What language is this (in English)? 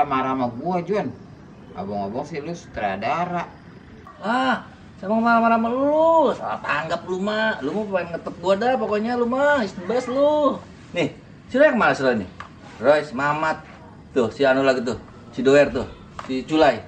Betawi